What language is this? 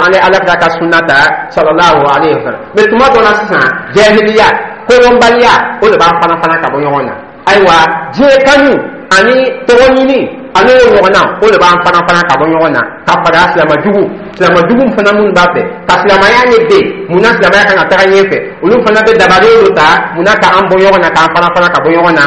Dyula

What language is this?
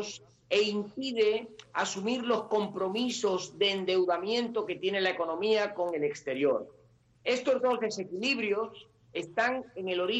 Spanish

